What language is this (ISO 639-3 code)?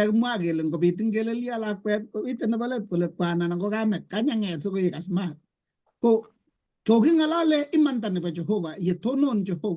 kln